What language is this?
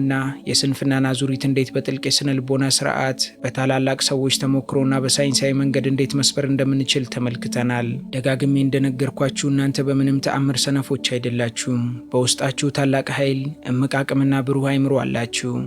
Amharic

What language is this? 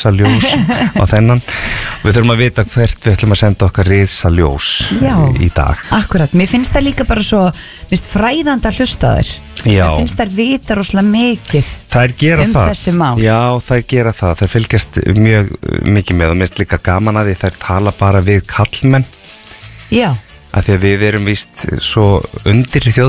Icelandic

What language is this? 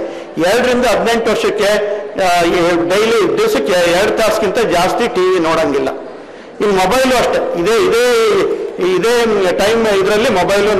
Kannada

